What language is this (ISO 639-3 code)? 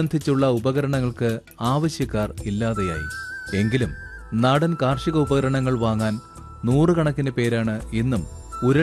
mal